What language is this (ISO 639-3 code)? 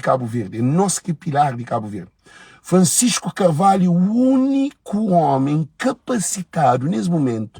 kea